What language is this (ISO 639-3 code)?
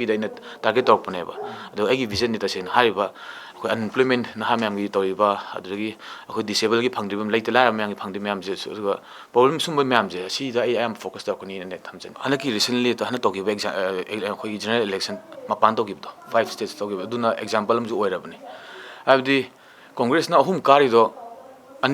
mni